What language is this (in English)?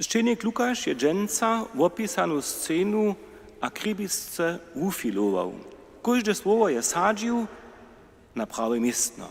Upper Sorbian